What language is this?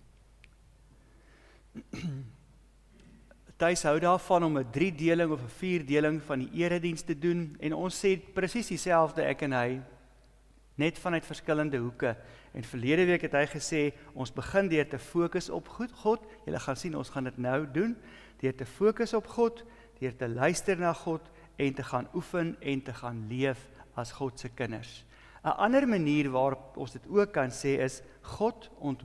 Afrikaans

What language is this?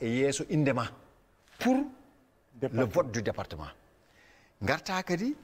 Fula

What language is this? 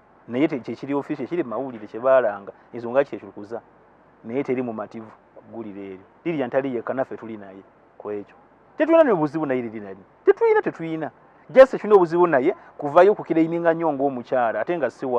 Ganda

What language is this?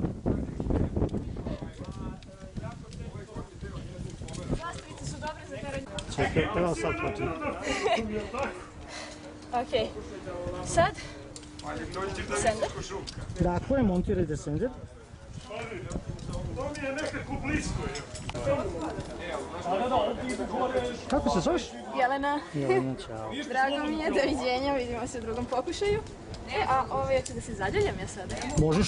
Croatian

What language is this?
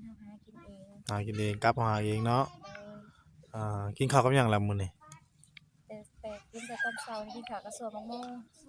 Northeastern Thai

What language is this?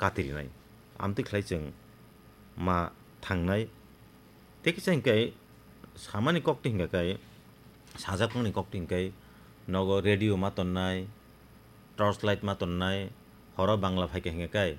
Kok Borok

